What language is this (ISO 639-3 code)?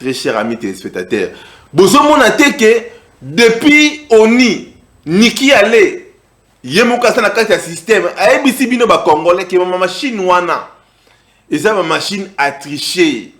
lin